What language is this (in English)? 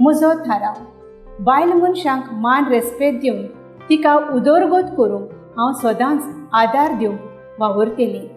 Konkani